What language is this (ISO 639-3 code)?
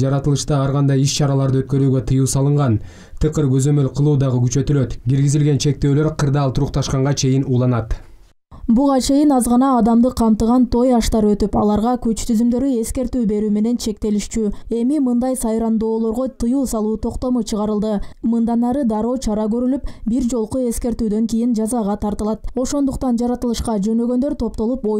kir